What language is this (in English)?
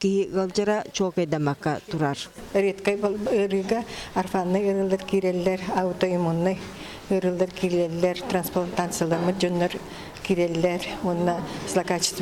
Yakut